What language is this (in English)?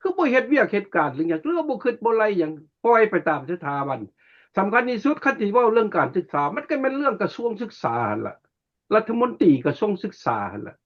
Lao